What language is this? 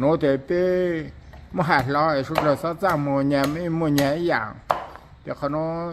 Hmong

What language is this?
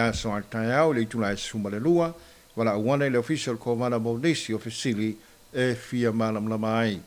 Samoan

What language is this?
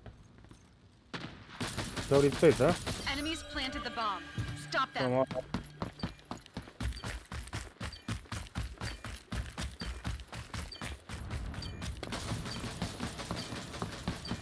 Romanian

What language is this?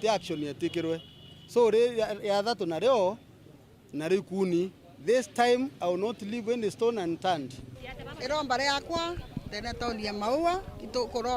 Meru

